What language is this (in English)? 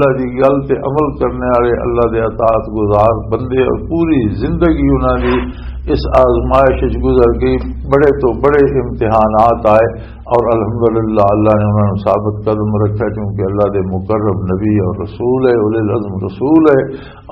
Western Panjabi